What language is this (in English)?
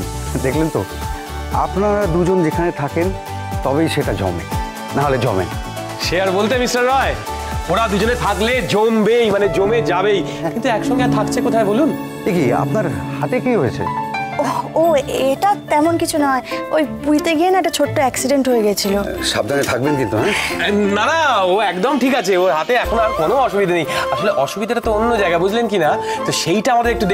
Bangla